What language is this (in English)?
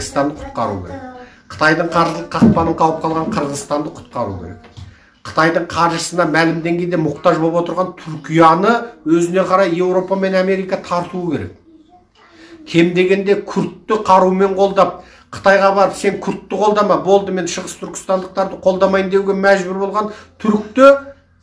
Kazakh